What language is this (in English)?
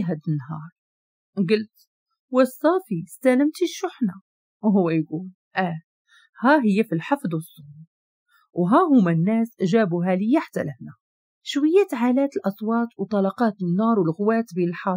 Moroccan Arabic